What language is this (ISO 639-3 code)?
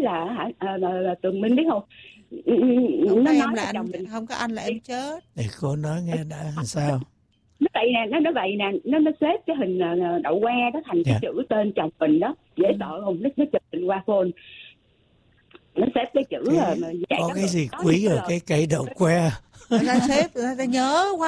vie